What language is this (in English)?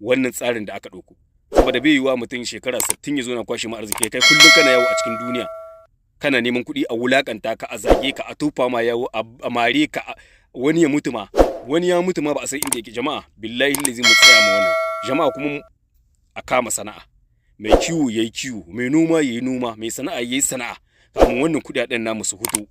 Hausa